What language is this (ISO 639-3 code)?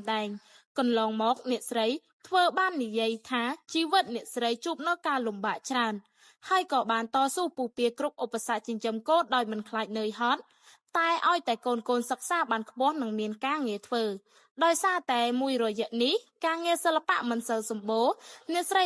khm